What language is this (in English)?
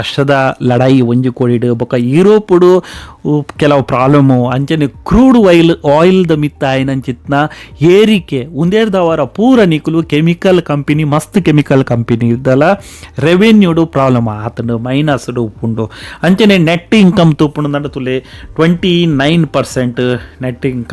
Tulu